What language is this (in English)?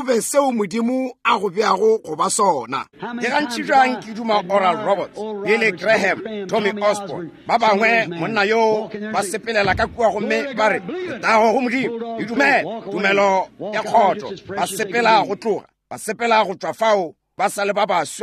Northern Sotho